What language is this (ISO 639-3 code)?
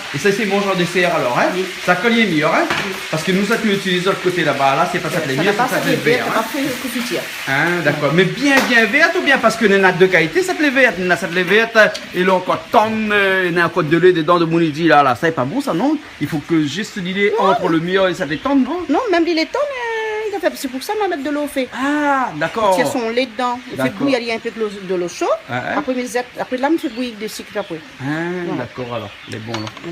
rcf